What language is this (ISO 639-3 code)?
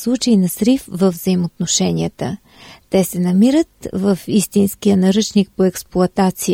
bul